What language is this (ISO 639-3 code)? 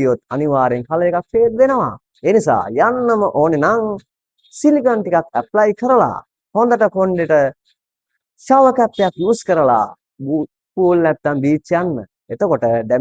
sin